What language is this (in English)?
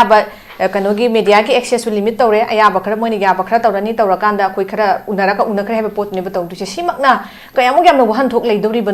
Manipuri